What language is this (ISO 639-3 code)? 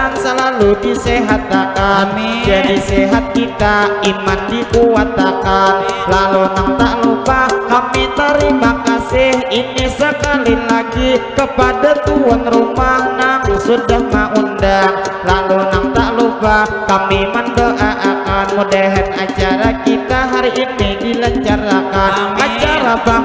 bjn